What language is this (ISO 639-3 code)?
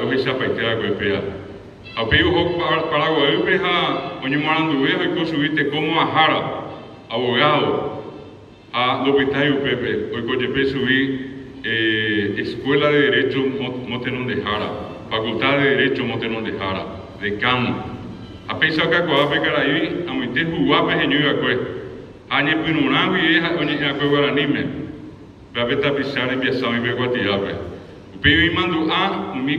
grn